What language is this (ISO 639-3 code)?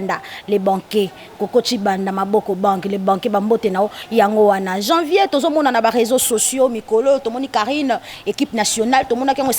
lin